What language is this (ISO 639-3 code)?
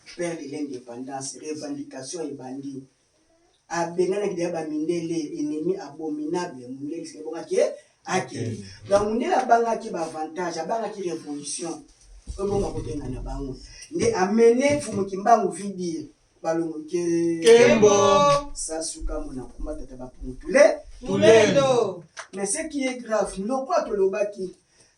lin